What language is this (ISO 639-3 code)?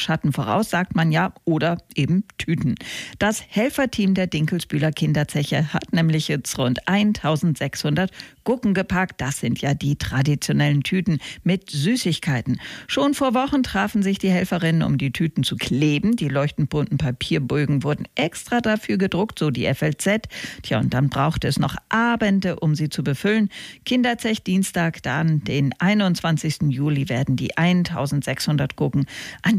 deu